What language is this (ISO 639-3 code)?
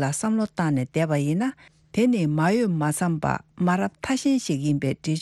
bod